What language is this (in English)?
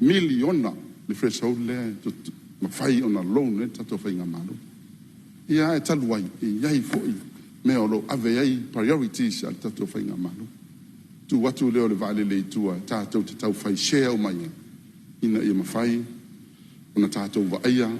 Samoan